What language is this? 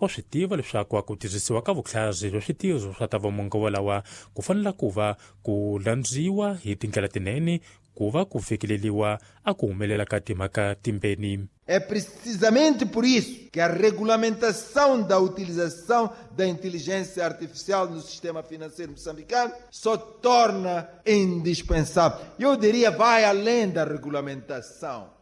Tsonga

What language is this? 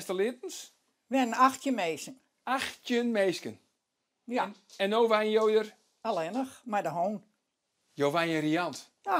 Western Frisian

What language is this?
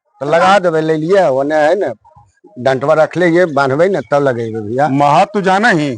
Magahi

